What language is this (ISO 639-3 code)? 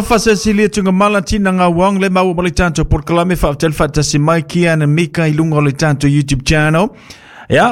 smo